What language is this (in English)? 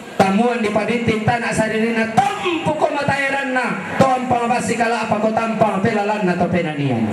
Toraja-Sa'dan